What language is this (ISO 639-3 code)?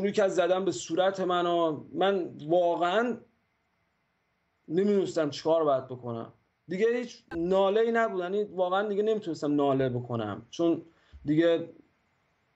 fas